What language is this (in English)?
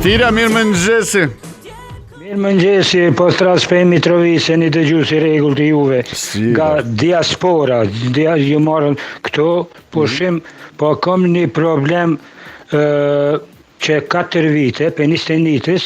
Albanian